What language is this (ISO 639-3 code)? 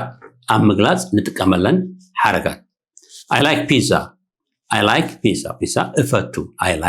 tir